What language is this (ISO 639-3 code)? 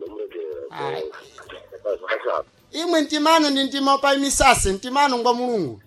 seh